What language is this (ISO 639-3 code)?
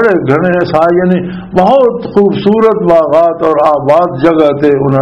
lah